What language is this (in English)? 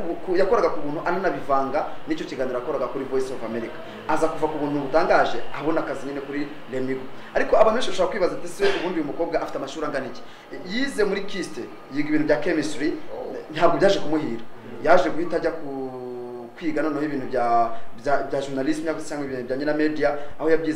Kinyarwanda